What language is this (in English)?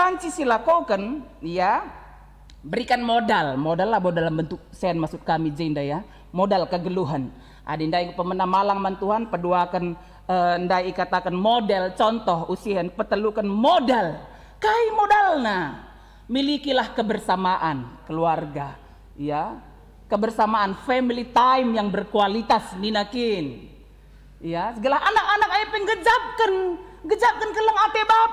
Batak Karo